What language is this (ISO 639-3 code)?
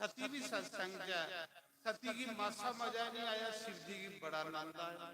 doi